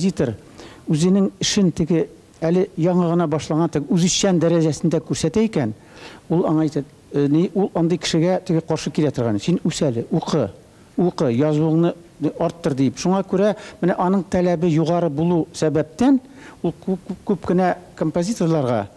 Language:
Tatar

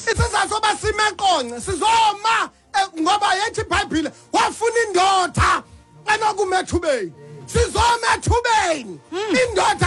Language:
Xhosa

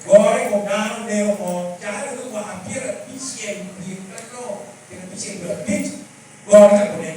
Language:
Lango (Uganda)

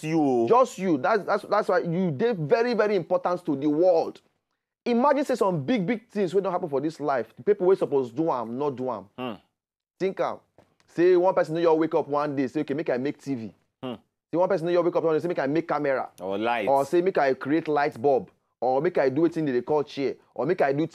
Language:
Nigerian Pidgin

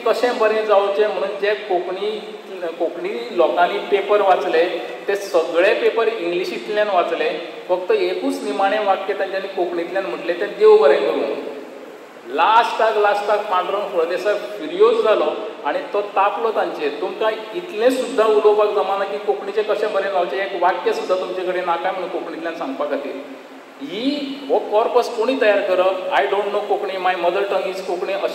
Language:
Konkani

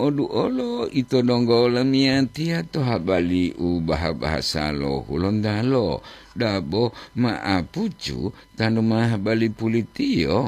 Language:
Gorontalo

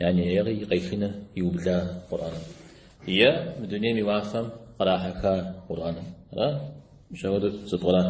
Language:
Kabardian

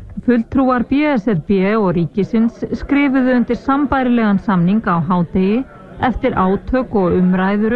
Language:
Icelandic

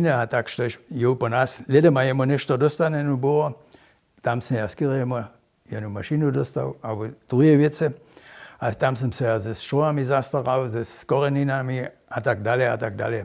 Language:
Upper Sorbian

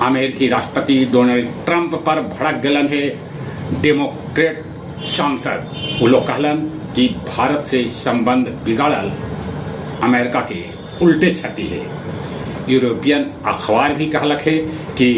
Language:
Magahi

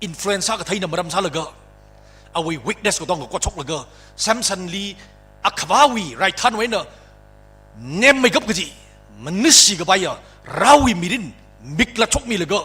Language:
Tangkhul Naga (India)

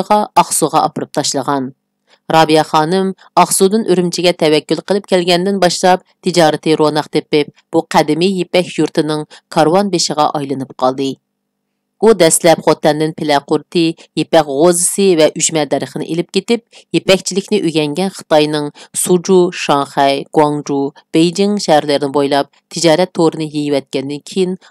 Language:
Uyghur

